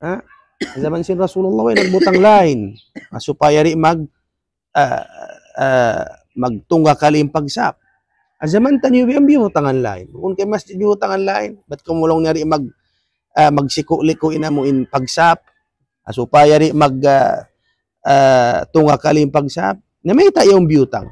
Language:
Tausug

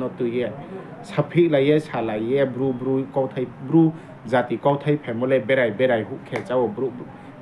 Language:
Riang (India)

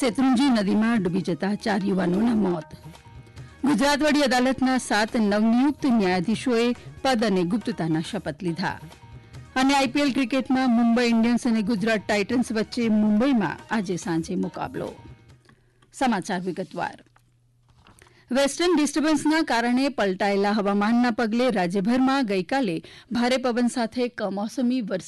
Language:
Gujarati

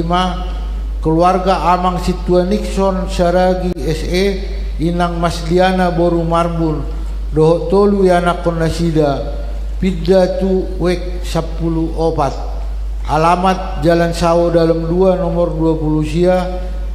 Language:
Batak Toba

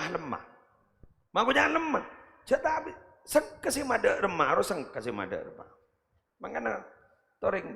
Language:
Madurese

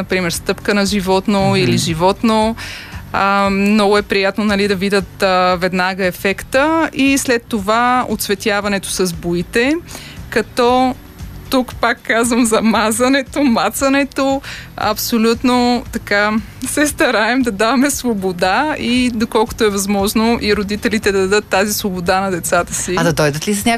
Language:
Bulgarian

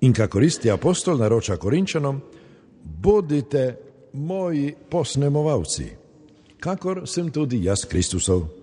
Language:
Slovenian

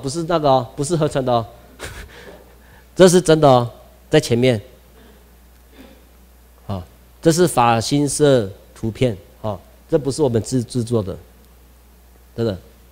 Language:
Chinese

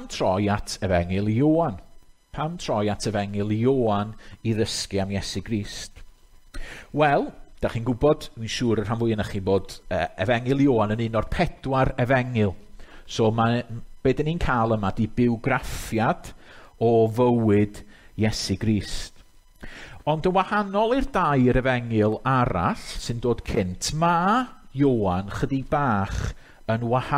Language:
Welsh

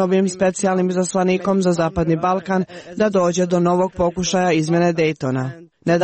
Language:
Serbian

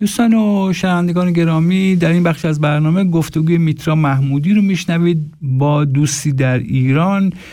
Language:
Persian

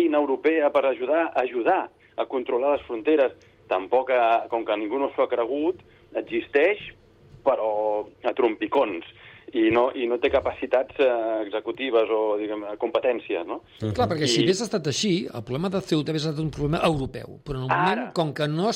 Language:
Catalan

